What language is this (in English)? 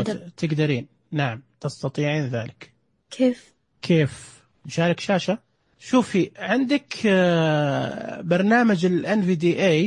Najdi Arabic